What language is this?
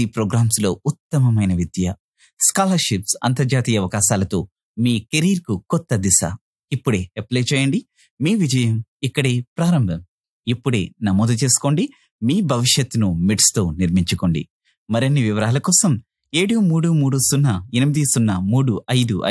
Telugu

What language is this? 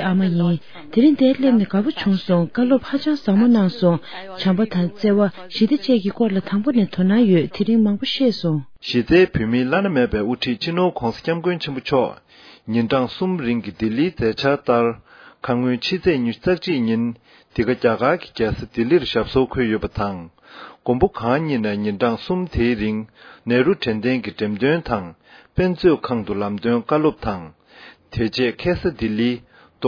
Tibetan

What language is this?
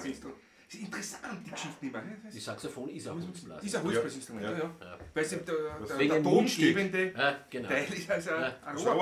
Bavarian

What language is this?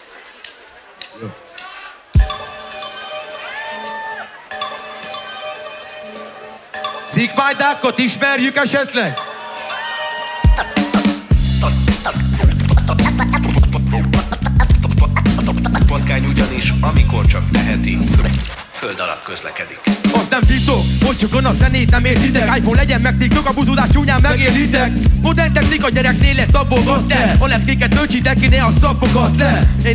Hungarian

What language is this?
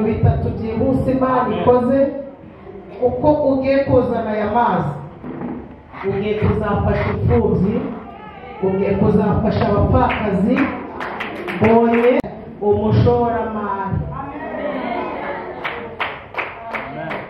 Kinyarwanda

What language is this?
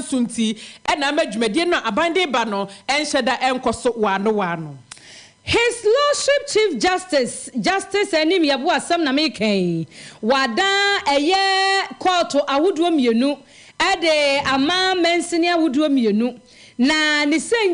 Akan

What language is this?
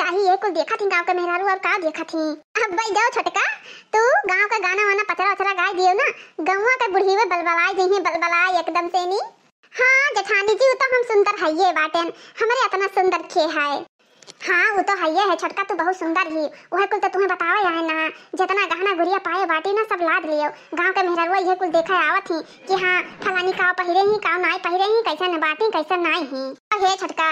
Awadhi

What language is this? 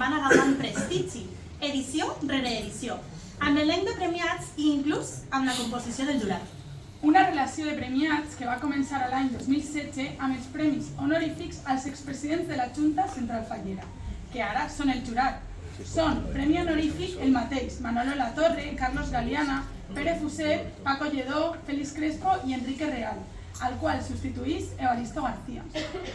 Catalan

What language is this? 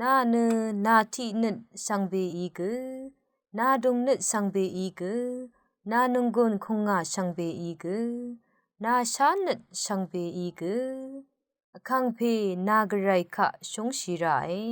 Rawang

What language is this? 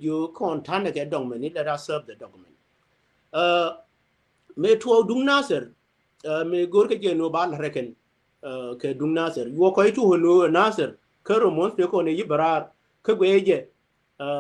Nuer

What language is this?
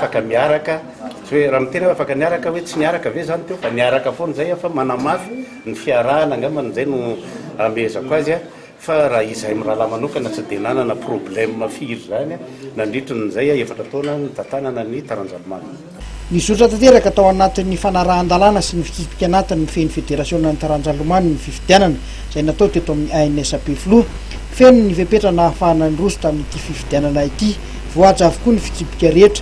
Malagasy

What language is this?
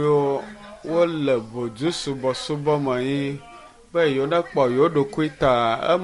Ewe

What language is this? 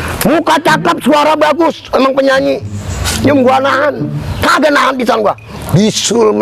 Betawi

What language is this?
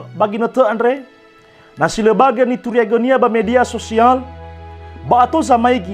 Nias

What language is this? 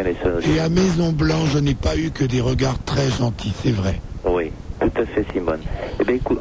French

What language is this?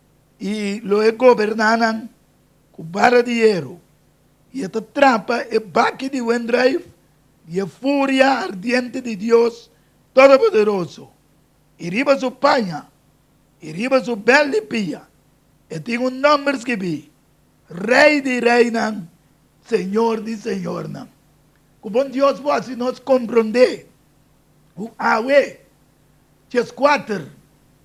Papiamento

